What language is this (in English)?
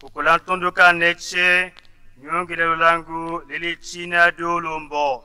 Tetela